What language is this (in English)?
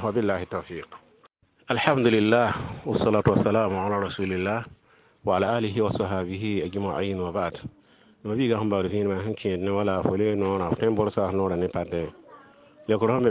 Mossi